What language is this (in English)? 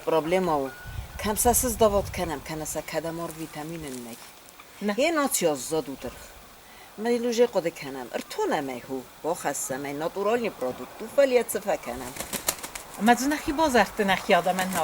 Ossetic